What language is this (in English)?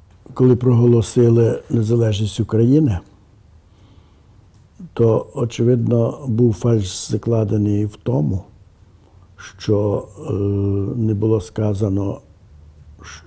Ukrainian